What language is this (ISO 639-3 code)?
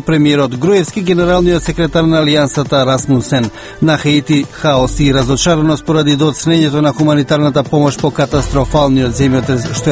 mkd